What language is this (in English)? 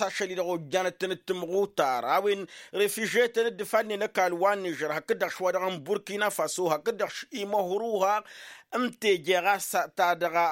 Tamasheq